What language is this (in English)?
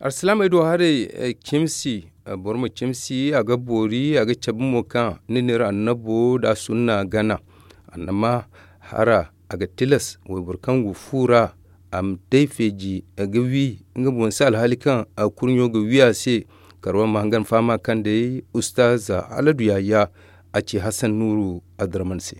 Zarma